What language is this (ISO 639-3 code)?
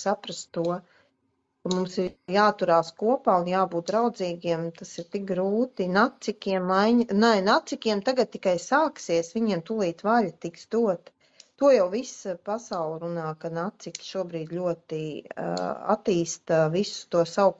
lav